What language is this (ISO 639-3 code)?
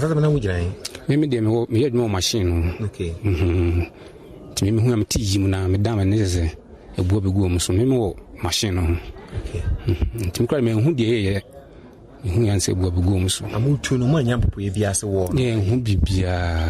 aka